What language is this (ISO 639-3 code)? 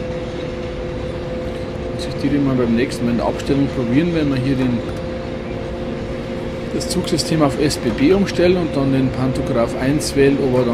deu